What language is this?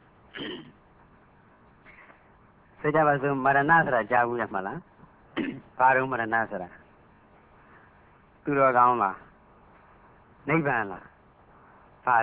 Burmese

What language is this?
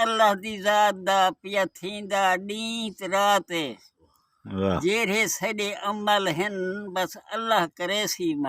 Saraiki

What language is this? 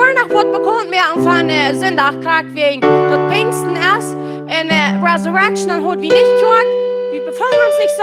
Plautdietsch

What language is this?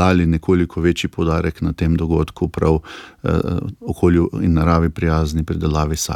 Slovenian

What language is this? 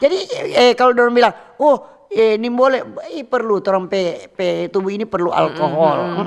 Manado Malay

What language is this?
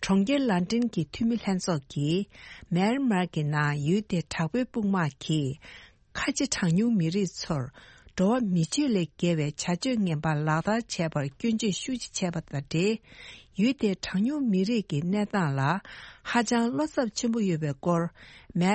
Tibetan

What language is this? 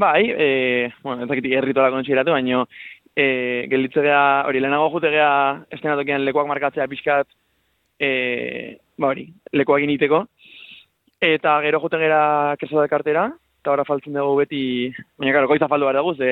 Basque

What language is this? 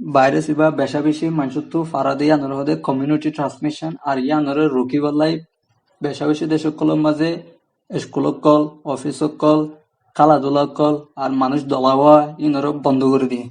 Rohingya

